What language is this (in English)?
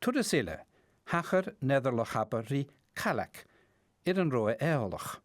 Scottish Gaelic